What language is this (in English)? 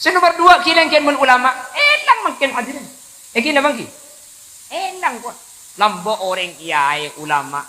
Madurese